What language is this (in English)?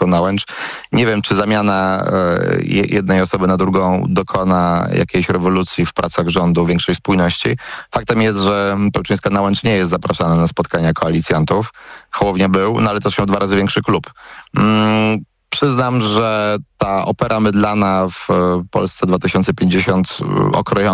Polish